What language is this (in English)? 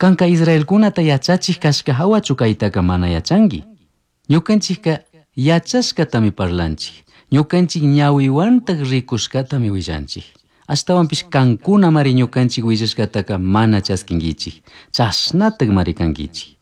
Chimborazo Highland Quichua